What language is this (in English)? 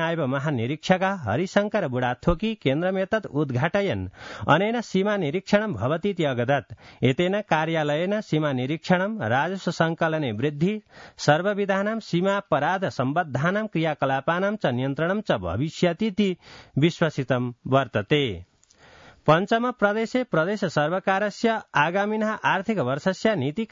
Sanskrit